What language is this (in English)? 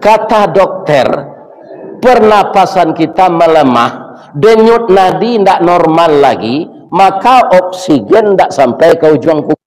Minangkabau